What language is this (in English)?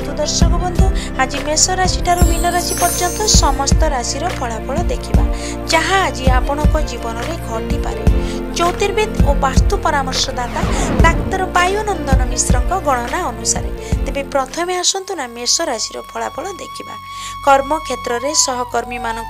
Odia